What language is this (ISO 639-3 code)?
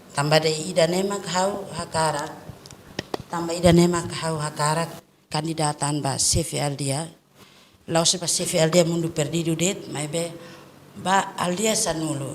tet